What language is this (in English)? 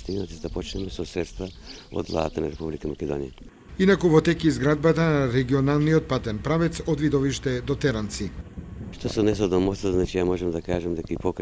Macedonian